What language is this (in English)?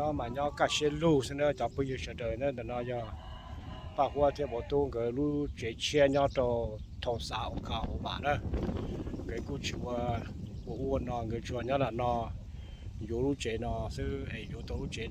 Hmong